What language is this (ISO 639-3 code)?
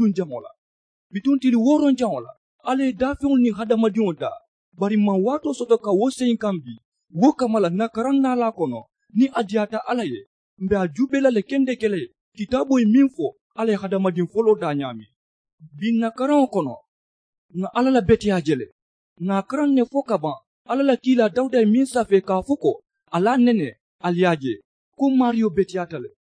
man